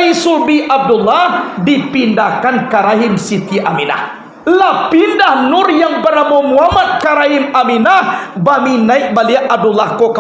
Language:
Minangkabau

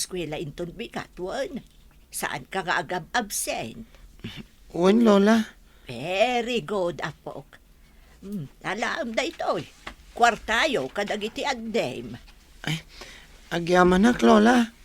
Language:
Iloko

